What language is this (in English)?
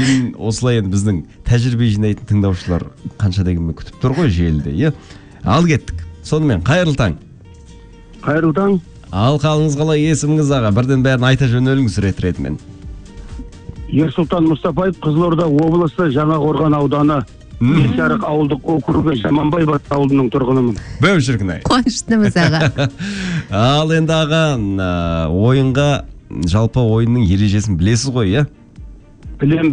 Kazakh